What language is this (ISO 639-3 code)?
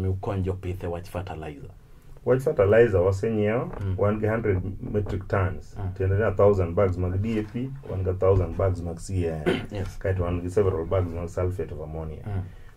luo